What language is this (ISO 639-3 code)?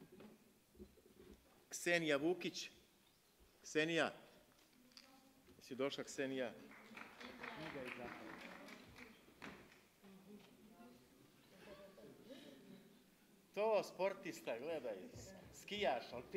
srp